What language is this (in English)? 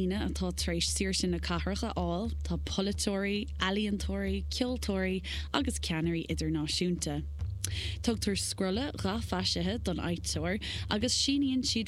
Irish